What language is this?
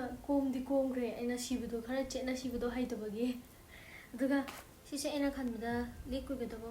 Manipuri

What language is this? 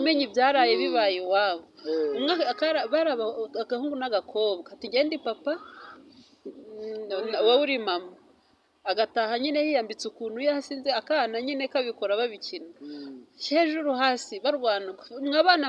Kinyarwanda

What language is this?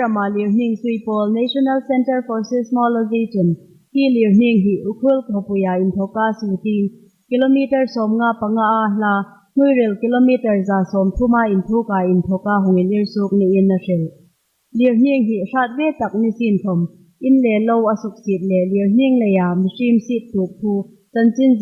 Hmar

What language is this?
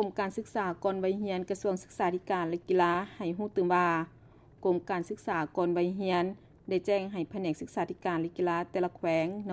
Lao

